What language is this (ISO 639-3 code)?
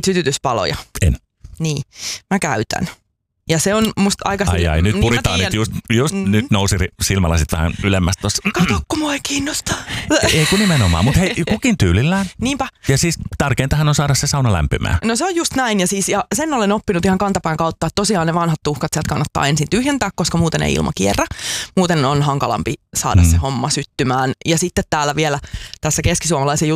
fin